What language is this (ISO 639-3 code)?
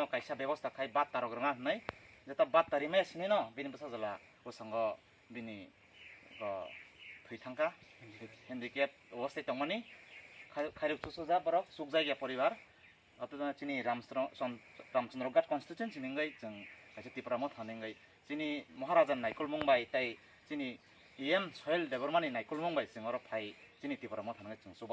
trp